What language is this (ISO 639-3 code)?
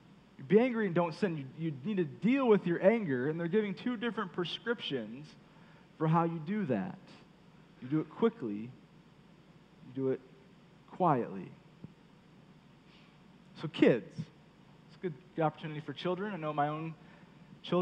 eng